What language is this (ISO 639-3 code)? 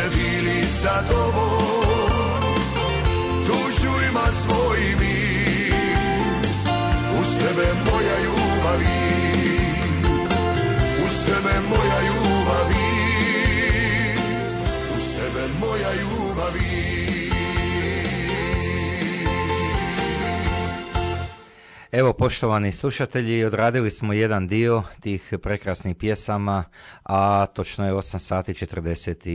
hrv